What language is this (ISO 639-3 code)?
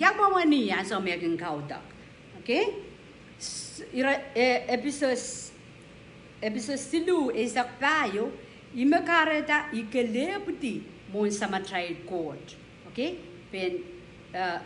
pon